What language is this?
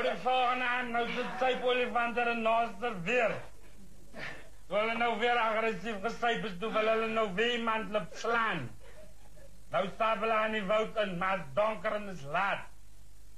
Afrikaans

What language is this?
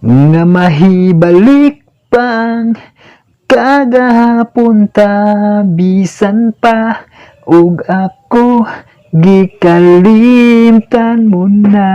Cebuano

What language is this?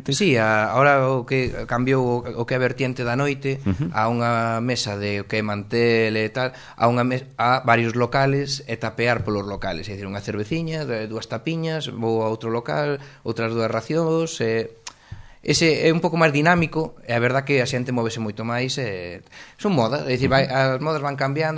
Galician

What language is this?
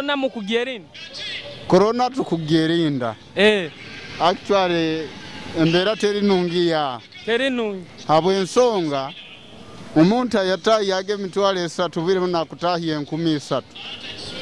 Nyoro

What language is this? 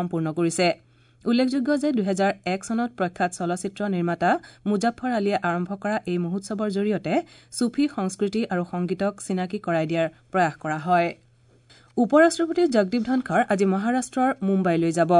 Assamese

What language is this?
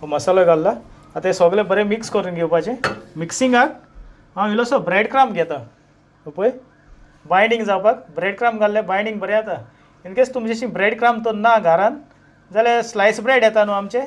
Konkani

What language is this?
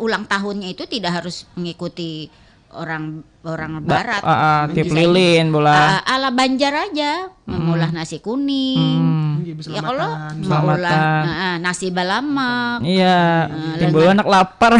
Banjar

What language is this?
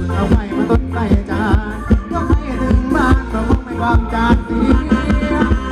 Thai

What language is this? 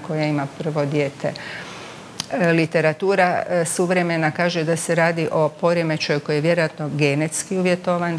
Croatian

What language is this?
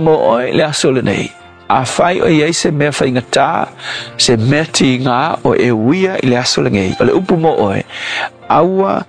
Samoan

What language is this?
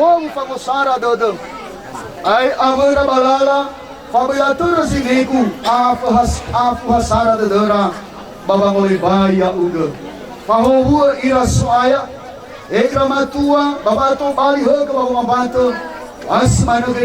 Nias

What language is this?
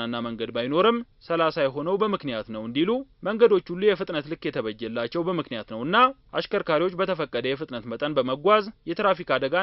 Amharic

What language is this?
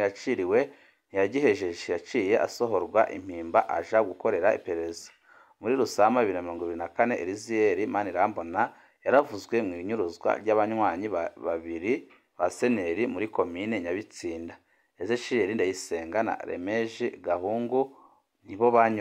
Rundi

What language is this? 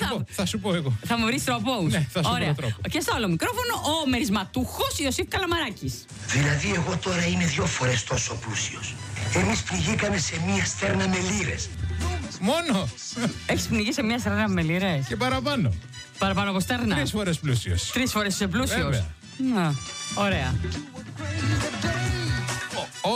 Greek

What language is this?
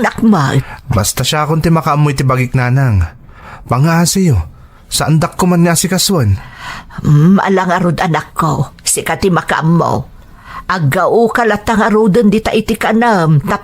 Iloko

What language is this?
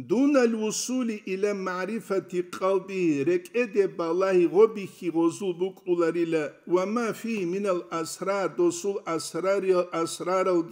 Avaric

